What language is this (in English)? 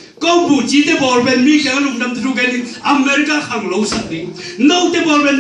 Tedim Chin